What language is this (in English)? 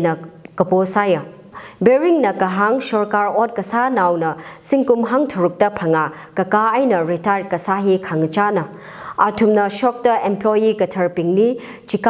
Tangkhul Naga (India)